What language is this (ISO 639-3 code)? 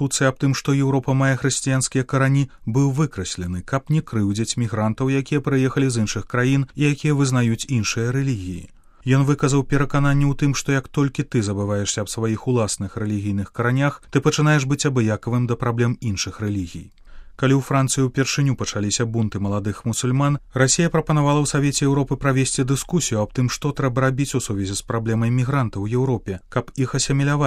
bel